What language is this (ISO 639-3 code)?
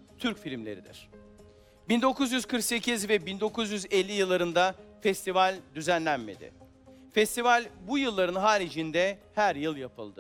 tur